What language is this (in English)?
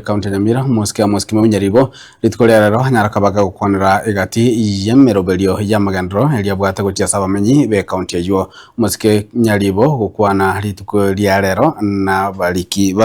Gusii